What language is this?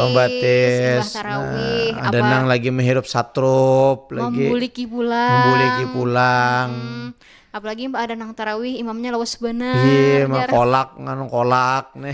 Banjar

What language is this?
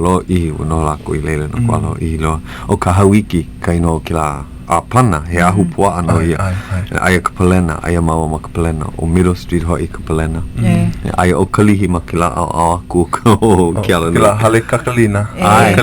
Hawaiian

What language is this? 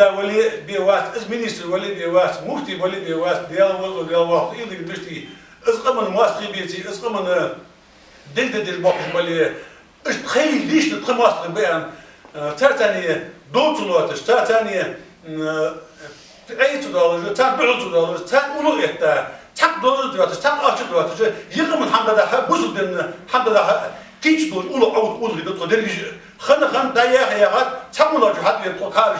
Ingush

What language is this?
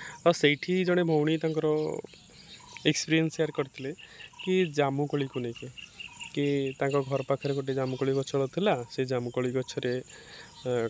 Odia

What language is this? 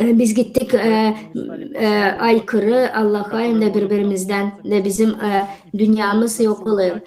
Gagauz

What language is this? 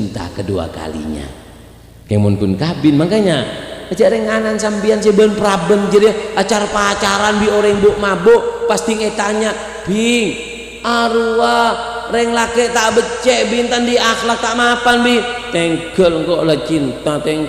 Madurese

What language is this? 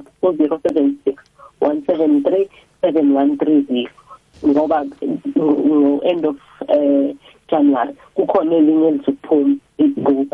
South Ndebele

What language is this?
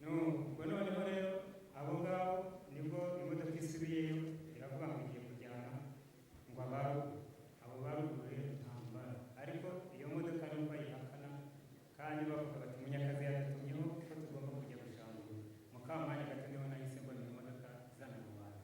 Kinyarwanda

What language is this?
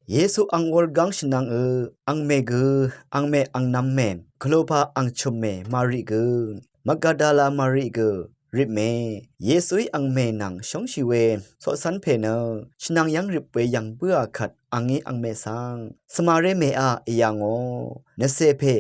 Rawang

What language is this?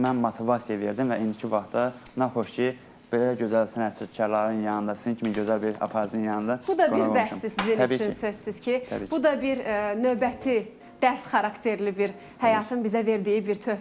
Azerbaijani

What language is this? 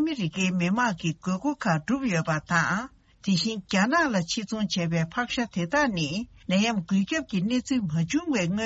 Tibetan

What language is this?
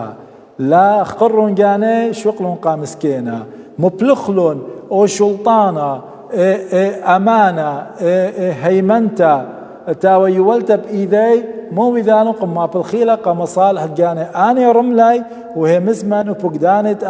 Assyrian Neo-Aramaic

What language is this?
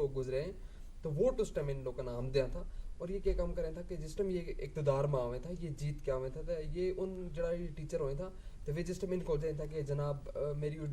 Gujari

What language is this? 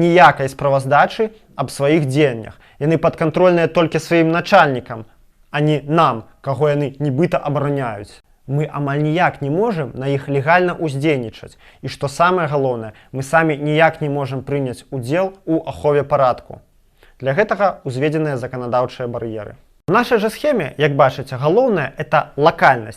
Belarusian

